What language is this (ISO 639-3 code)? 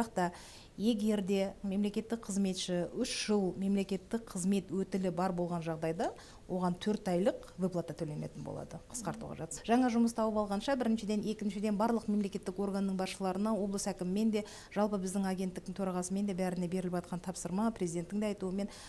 kaz